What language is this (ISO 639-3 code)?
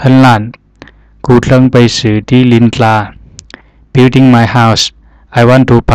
zha